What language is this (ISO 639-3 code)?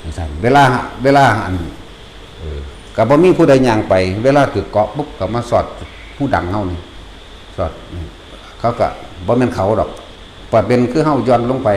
tts